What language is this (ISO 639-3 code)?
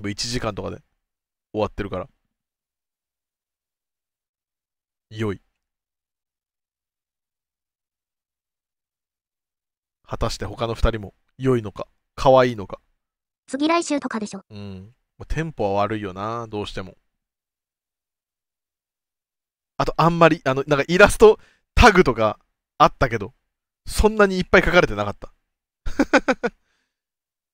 jpn